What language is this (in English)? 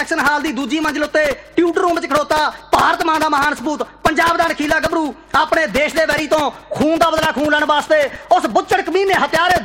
Punjabi